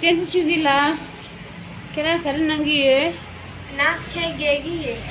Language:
Tibetan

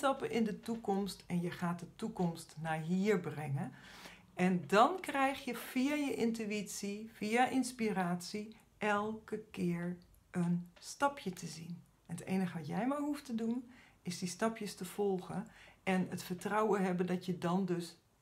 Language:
Dutch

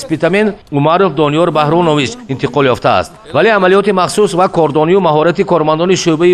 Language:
Tajik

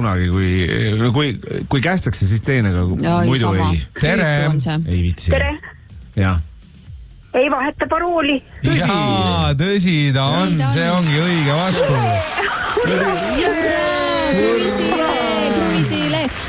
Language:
Estonian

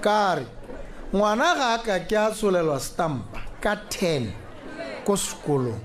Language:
Tswana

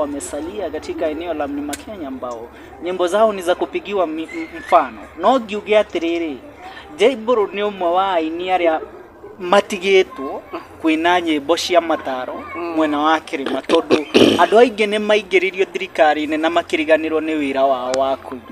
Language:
Kikuyu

